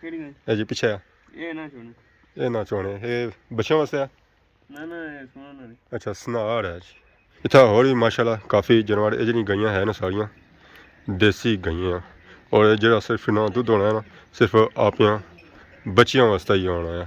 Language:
Pahari-Potwari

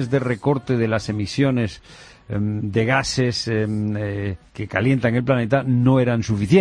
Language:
Spanish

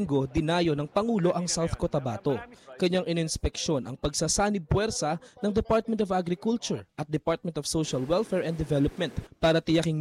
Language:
Filipino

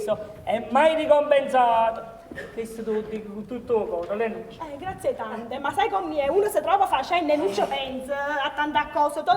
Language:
Neapolitan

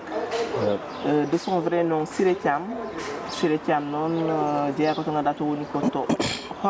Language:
Fula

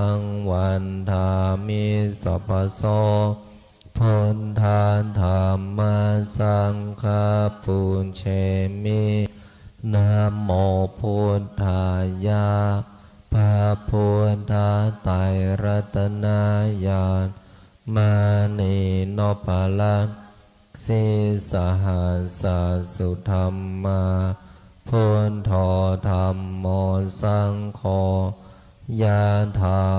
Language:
Pali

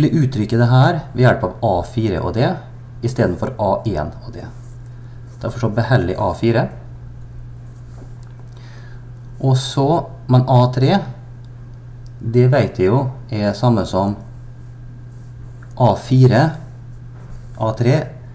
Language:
Norwegian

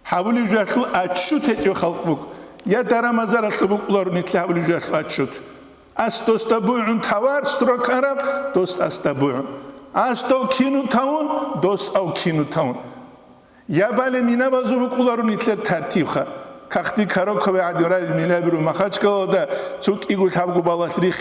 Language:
Avaric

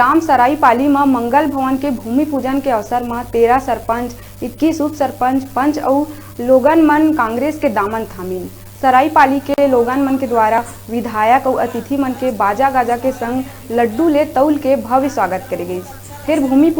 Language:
Chhattisgarhi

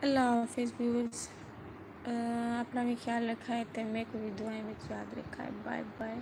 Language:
Saraiki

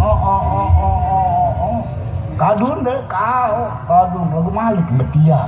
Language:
Sasak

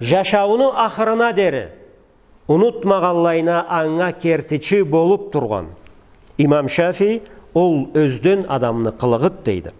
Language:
Karachay-Balkar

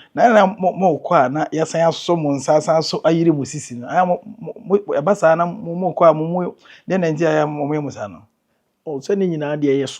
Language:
Akan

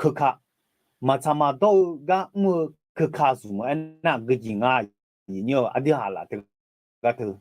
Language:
Akha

